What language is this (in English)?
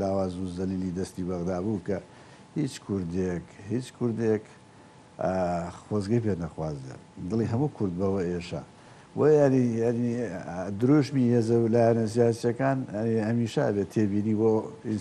Central Kurdish